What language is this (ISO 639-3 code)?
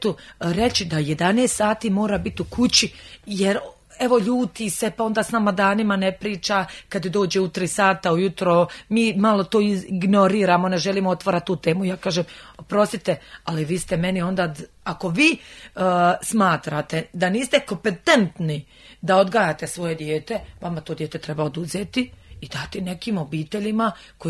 hrv